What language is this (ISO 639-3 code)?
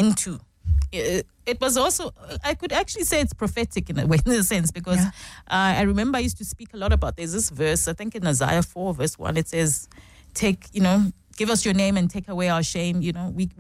eng